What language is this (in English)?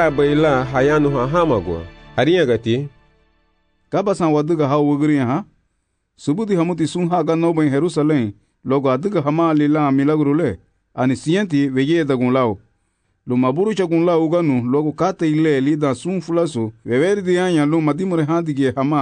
Garifuna